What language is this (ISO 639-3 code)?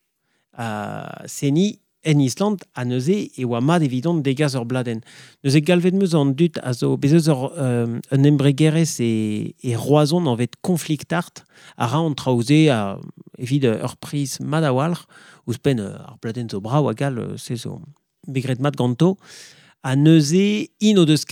bre